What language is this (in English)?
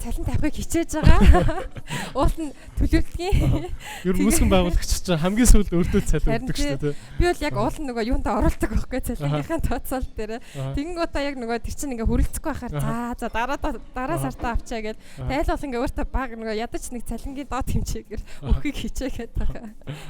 Mongolian